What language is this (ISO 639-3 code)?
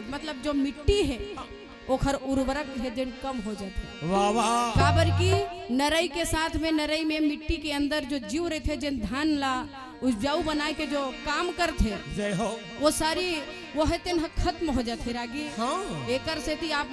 hne